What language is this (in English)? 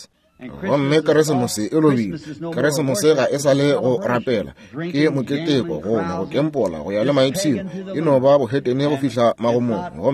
Northern Sotho